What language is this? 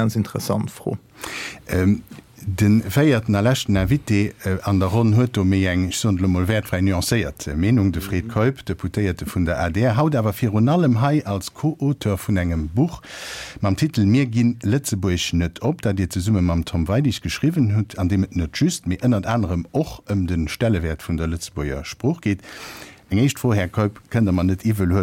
Luxembourgish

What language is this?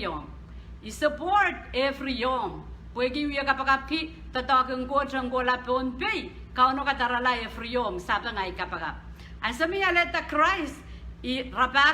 Pohnpeian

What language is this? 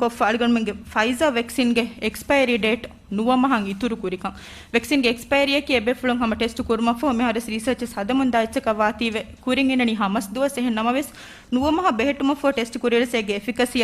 Divehi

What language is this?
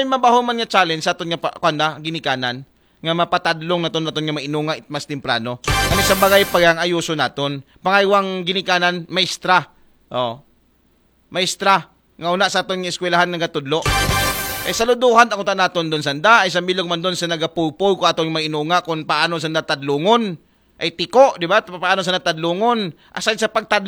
Aklanon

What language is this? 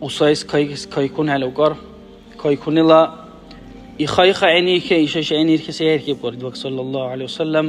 Dargwa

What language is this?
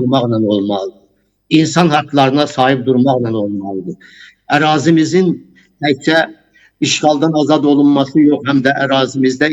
Azerbaijani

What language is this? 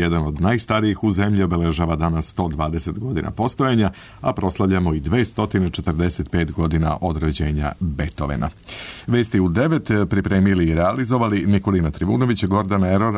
Serbian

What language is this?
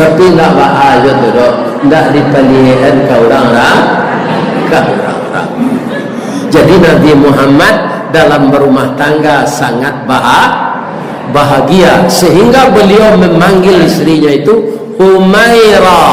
Minangkabau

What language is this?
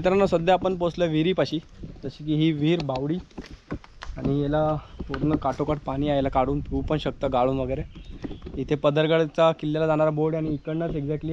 Marathi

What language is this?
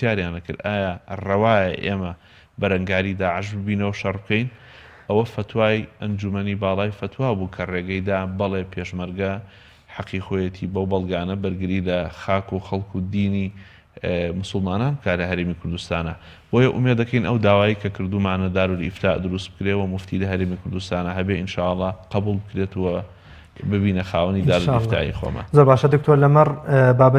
Central Kurdish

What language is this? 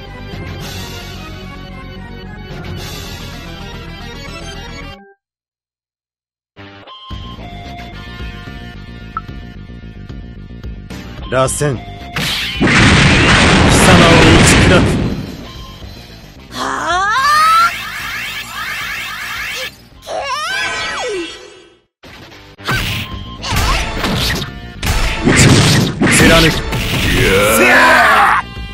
Japanese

